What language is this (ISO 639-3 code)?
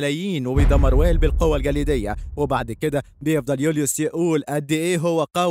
arz